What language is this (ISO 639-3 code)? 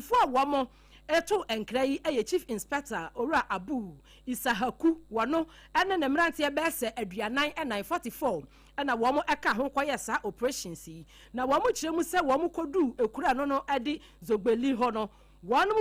aka